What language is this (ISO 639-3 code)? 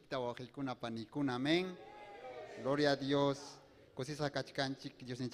quy